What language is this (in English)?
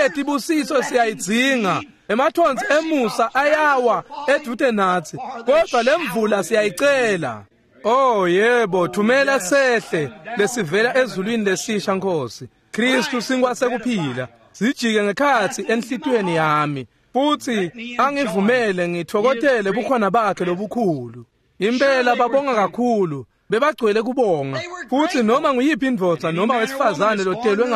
Swati